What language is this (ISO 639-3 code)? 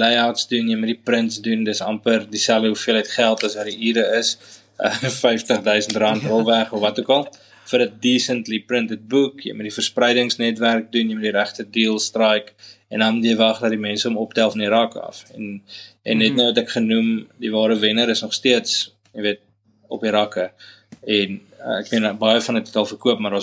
afr